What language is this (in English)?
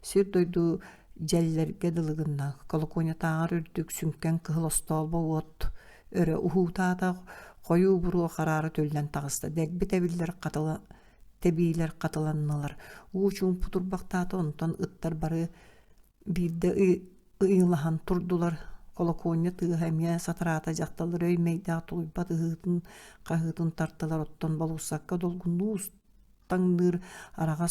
Yakut